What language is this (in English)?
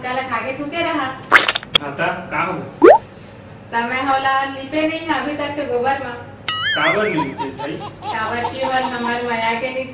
Chhattisgarhi